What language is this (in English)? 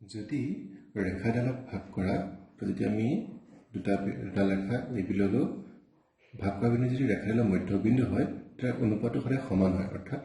Assamese